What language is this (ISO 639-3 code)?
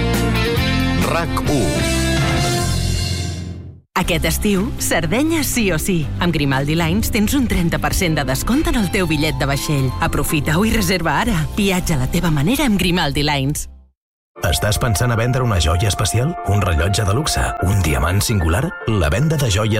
cat